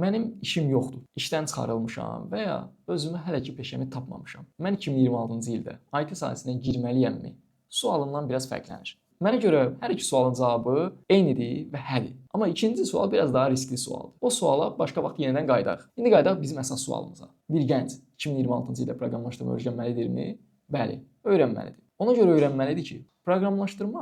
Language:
Azerbaijani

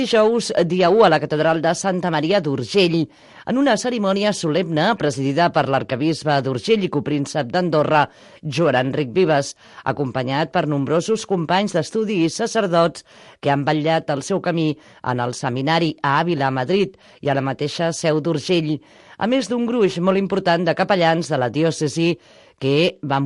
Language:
Catalan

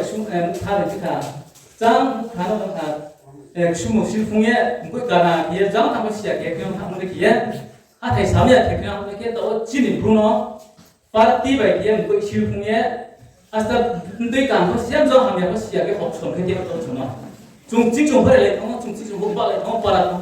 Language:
Riang (India)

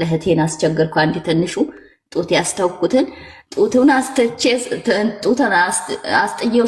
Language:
Amharic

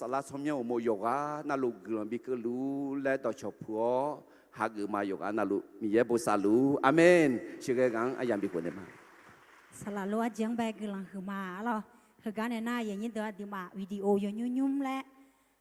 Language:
Akha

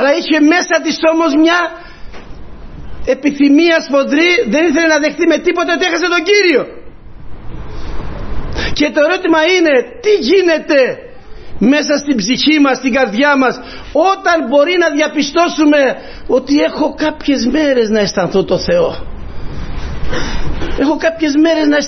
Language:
Greek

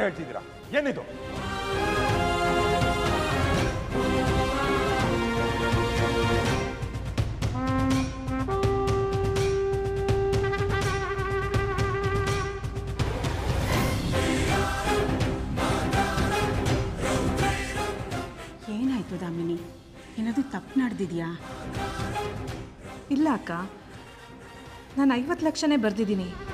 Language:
Kannada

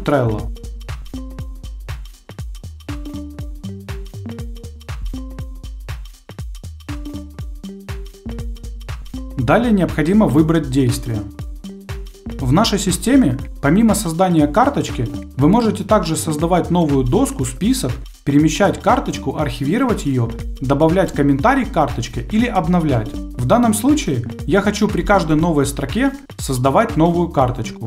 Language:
Russian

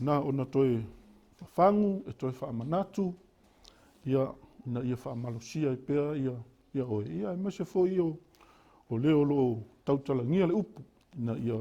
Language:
Samoan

